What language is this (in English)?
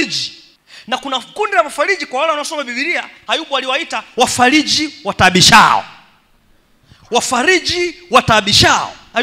Swahili